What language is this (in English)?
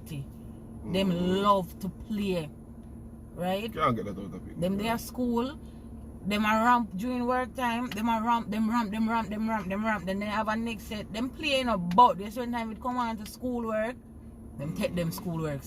Jamaican Creole English